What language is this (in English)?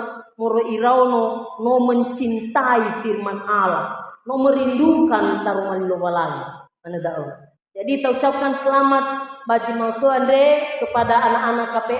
Nias